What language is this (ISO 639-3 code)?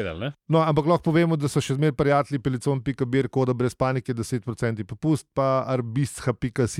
slv